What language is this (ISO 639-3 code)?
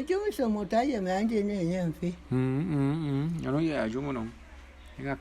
bum